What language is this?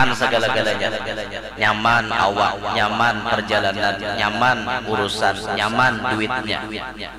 Banjar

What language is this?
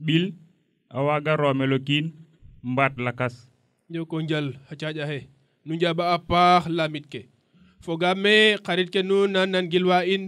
Serer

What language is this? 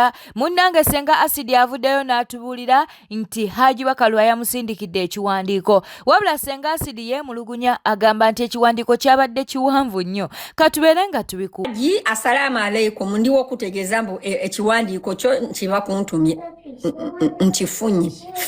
Ganda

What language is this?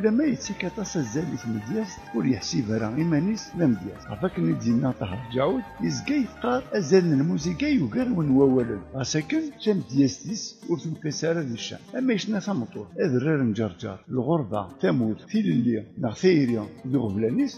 Kabyle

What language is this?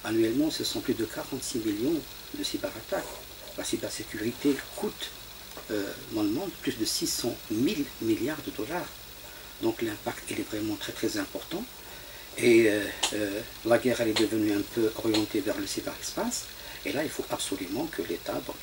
French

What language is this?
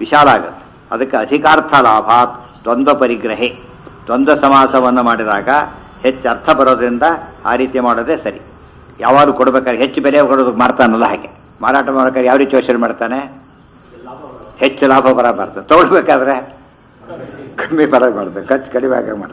Kannada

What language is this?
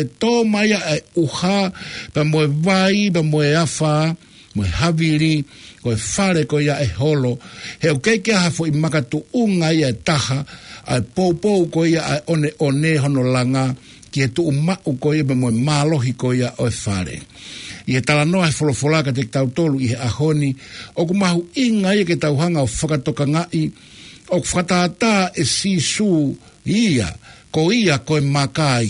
Tongan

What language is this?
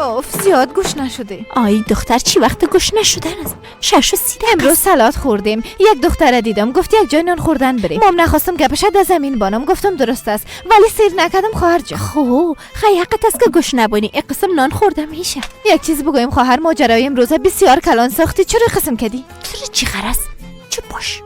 Persian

